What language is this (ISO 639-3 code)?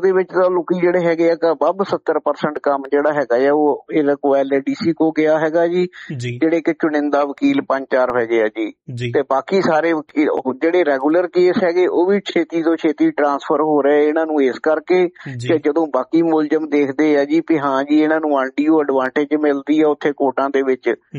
pan